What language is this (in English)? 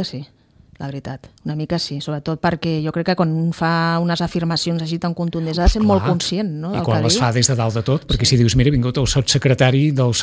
Catalan